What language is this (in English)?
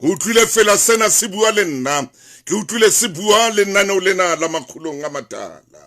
Southern Sotho